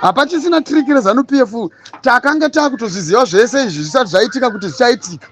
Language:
Shona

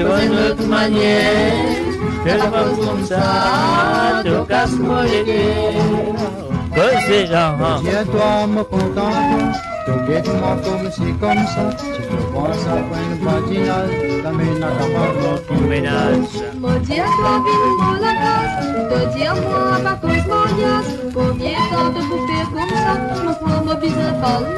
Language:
Morisyen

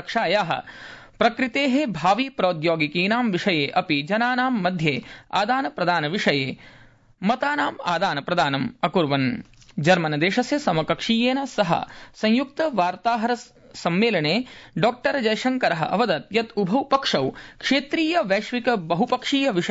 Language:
Sanskrit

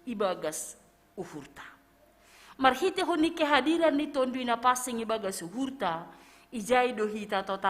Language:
Batak Simalungun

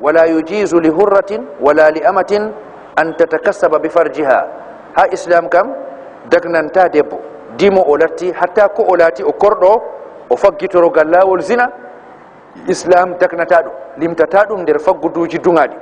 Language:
Fula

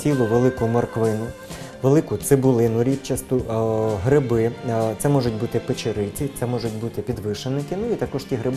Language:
Ukrainian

